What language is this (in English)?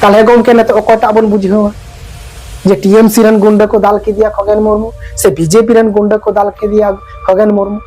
Santali